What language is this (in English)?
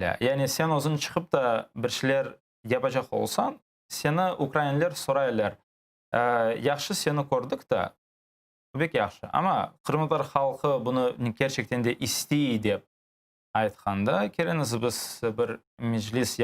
Crimean Tatar